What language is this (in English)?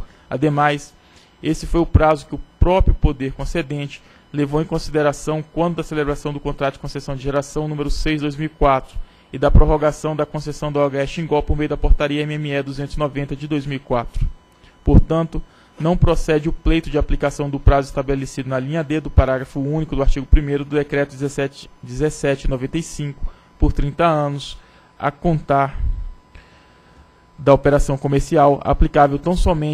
Portuguese